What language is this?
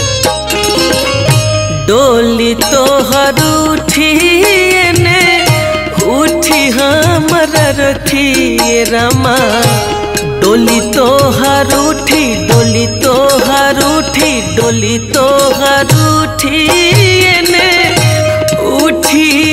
Bhojpuri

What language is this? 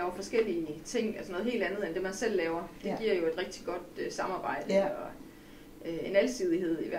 Danish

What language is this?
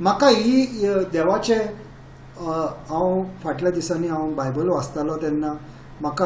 Konkani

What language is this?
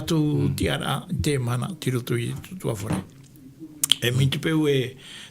Tahitian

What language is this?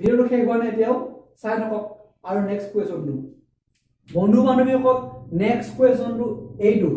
Assamese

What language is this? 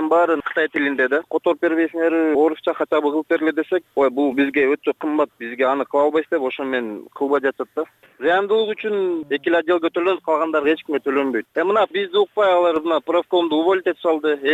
Kyrgyz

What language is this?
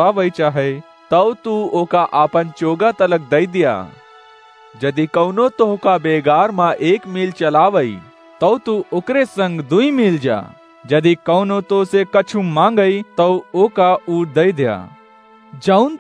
Awadhi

